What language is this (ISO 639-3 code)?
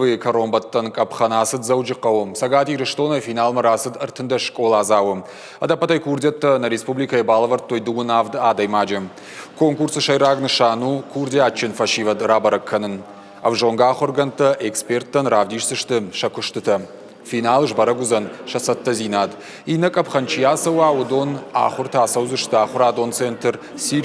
oss